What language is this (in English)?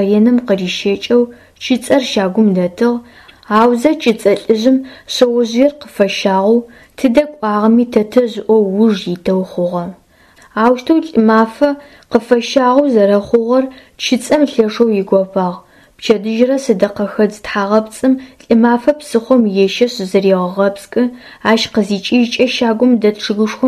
Adyghe